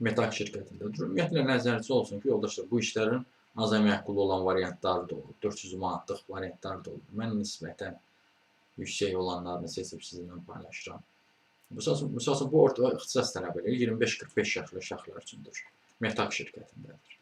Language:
Azerbaijani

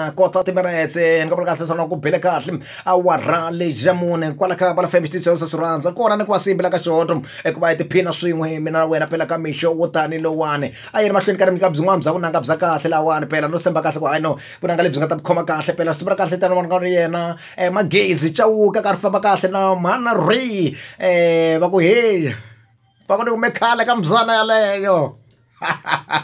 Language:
Tsonga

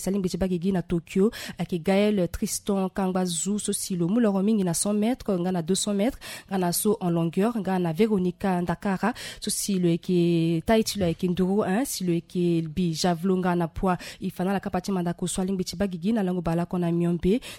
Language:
Sango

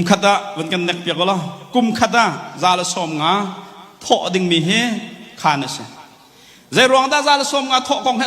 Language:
Hakha Chin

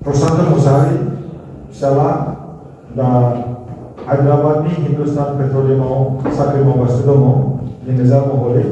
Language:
Bodo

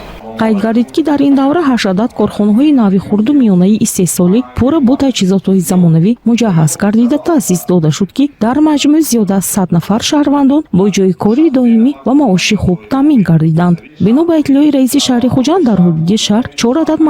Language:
Tajik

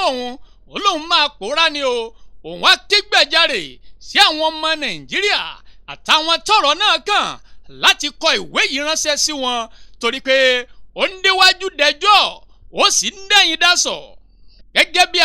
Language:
Yoruba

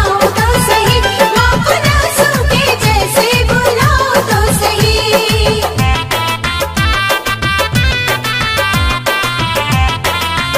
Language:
Bhojpuri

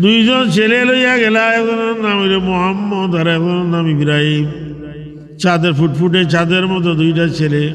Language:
Sylheti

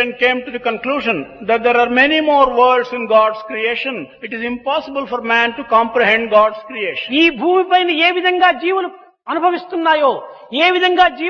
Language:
Telugu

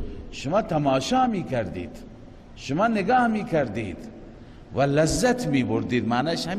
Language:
Persian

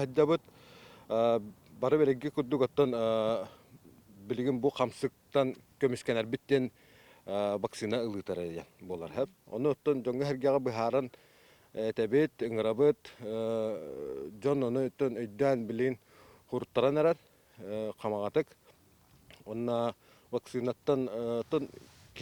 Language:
Yakut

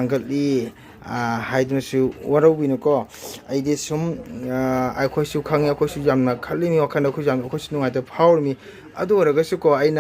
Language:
Manipuri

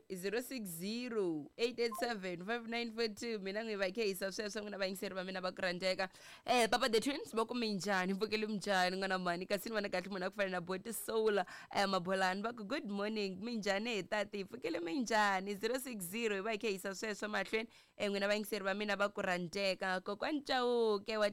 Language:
Tsonga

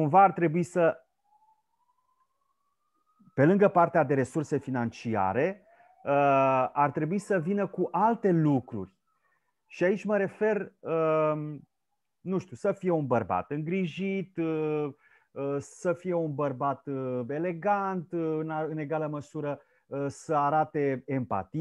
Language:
Romanian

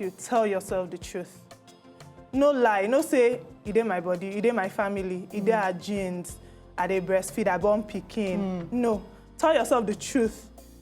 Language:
Nigerian Pidgin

